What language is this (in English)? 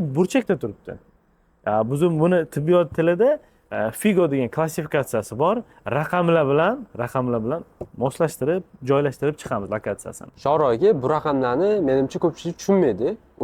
Uzbek